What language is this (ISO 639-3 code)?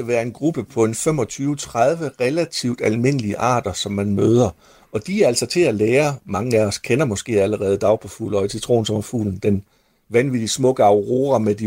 dan